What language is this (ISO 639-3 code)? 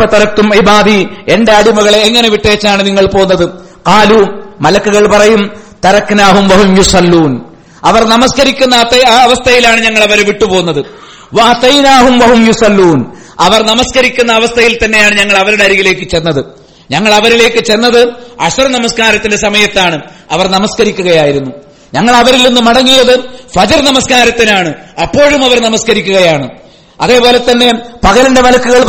mal